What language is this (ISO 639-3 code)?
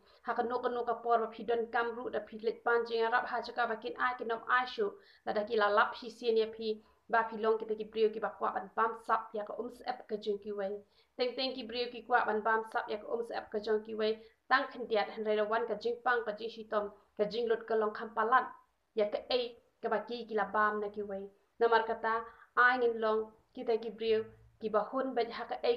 kha